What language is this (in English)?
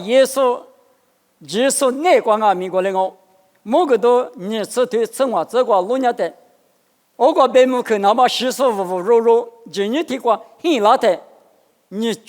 Lisu